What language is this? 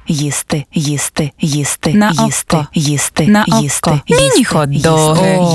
Ukrainian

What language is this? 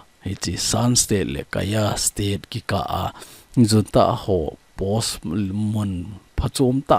Thado Chin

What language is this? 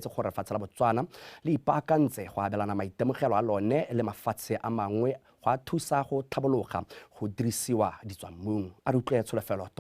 Tswana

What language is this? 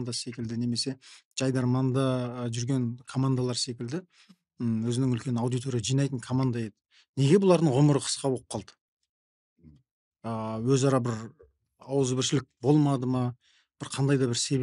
Kazakh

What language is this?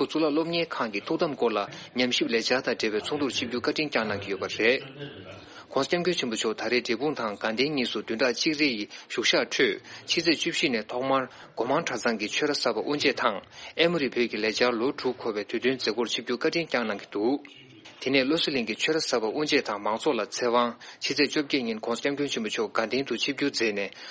Tibetan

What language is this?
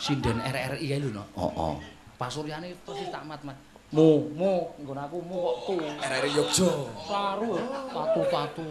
Javanese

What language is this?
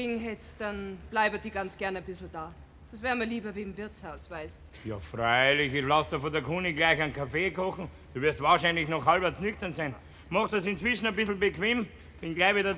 Bavarian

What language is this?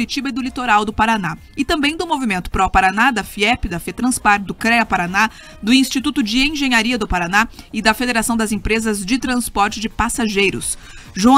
Portuguese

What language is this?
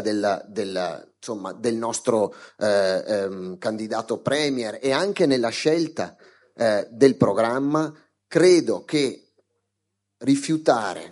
Italian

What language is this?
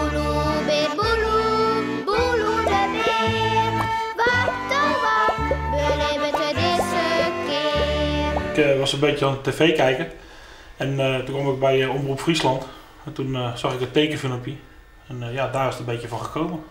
Western Frisian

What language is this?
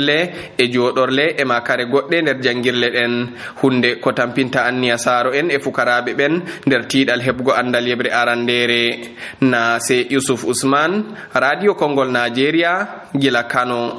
Nigerian Fulfulde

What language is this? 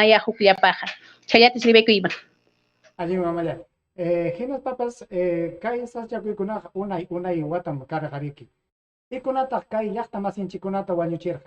Ayacucho Quechua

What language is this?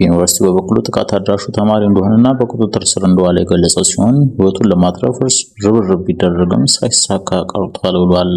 Amharic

